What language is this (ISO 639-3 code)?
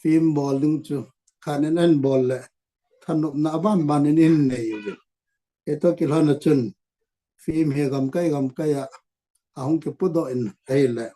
tcz